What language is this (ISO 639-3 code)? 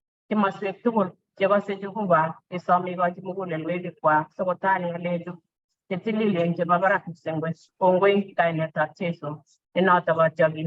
kln